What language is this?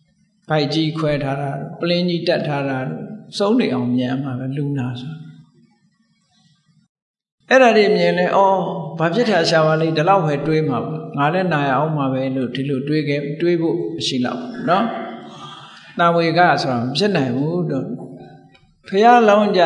Burmese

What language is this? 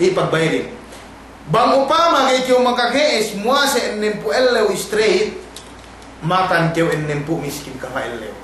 Yakan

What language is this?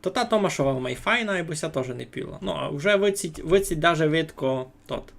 Rusyn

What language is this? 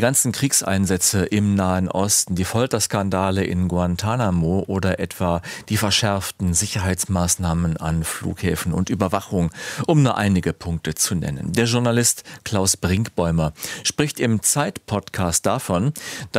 German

